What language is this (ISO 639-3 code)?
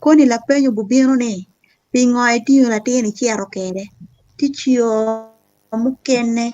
ach